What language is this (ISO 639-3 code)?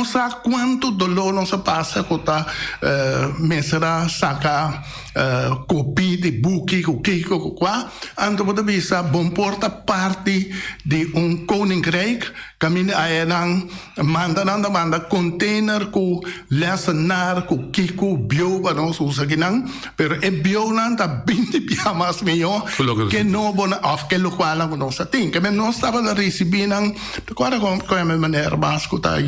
pap